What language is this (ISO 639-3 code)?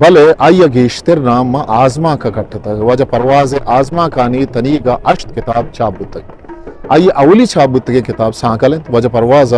bgp